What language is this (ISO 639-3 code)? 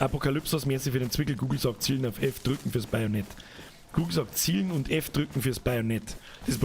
bar